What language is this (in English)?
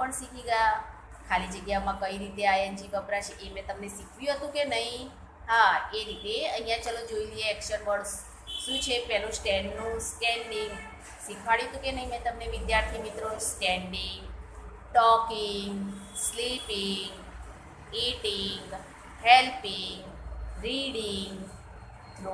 Gujarati